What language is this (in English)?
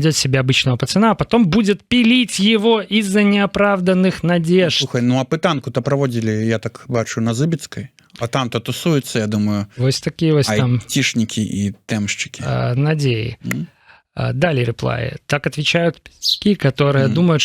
Belarusian